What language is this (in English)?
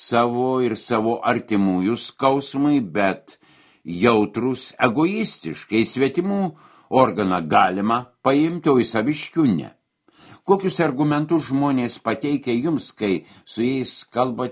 Lithuanian